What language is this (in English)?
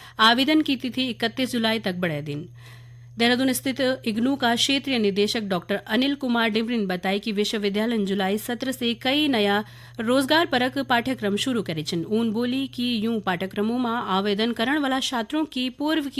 Garhwali